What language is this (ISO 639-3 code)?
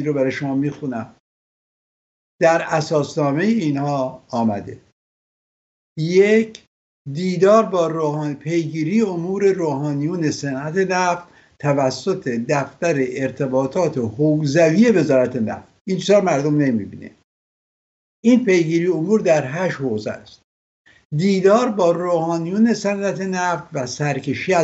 fas